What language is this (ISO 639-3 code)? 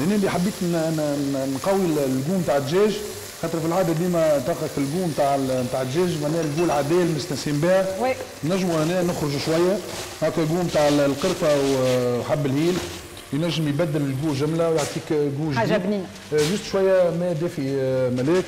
aeb